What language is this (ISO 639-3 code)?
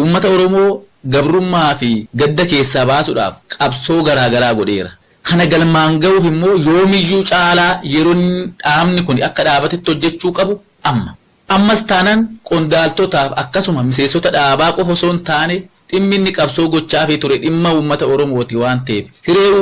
orm